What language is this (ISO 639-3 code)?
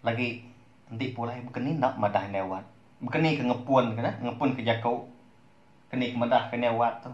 iba